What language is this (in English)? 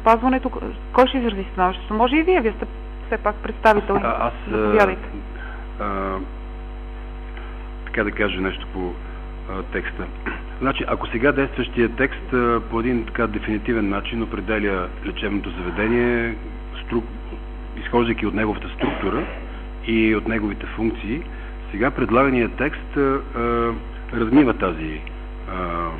Bulgarian